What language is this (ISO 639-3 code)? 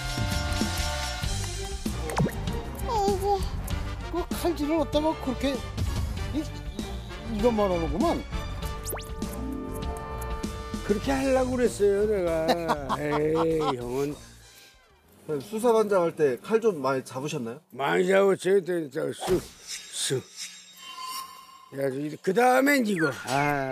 kor